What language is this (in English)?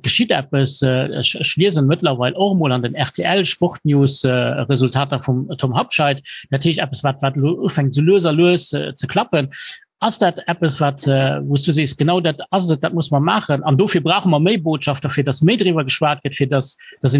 Luxembourgish